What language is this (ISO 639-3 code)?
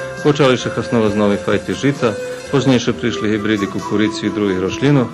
rue